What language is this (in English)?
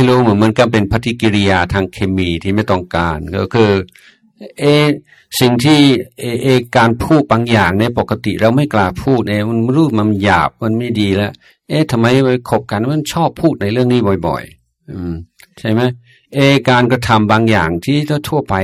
Thai